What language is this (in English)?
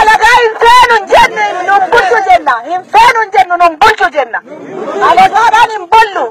Oromo